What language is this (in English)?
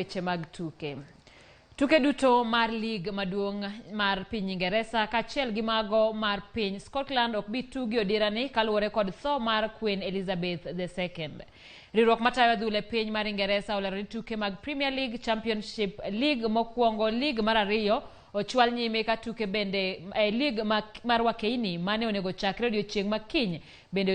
Luo (Kenya and Tanzania)